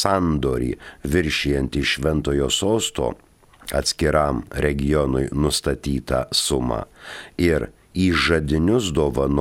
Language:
Lithuanian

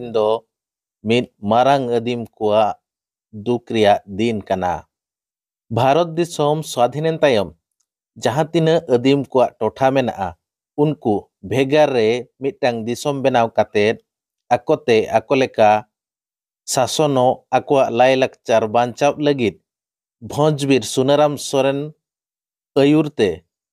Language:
Santali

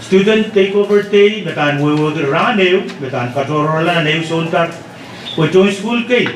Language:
Pohnpeian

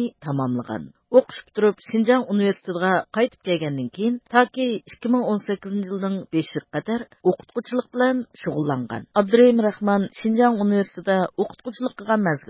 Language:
Uyghur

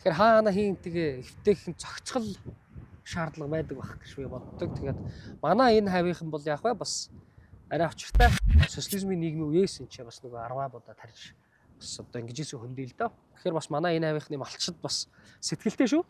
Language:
Mongolian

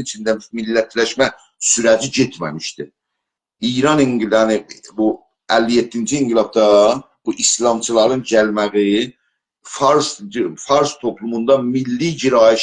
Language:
South Azerbaijani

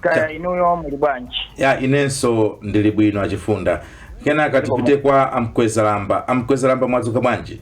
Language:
Nyanja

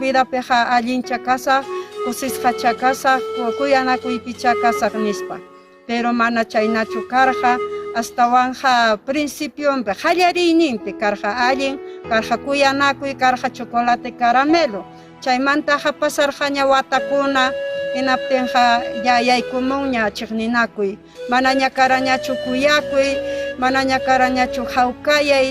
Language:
Ayacucho Quechua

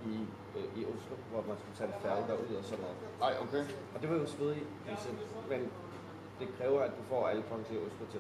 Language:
Danish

